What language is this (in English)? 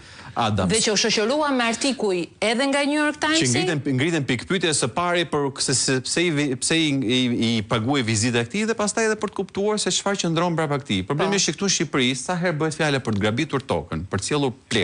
Albanian